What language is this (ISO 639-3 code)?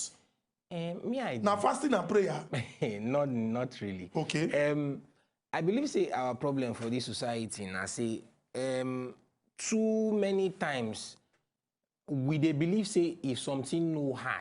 pcm